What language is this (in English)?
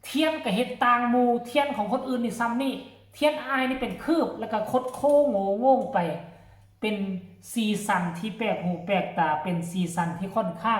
Northeastern Thai